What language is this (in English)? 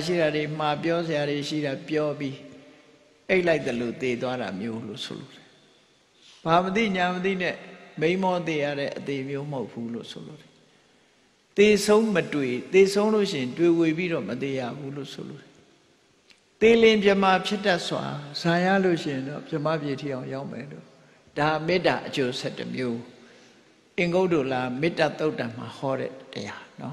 Burmese